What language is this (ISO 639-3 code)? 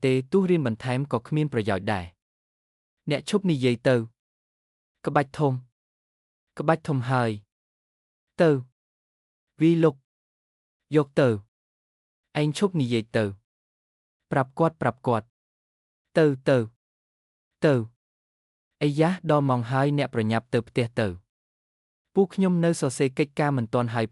khm